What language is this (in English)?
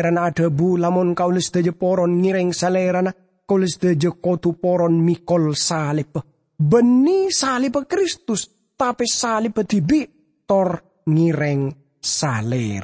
Madurese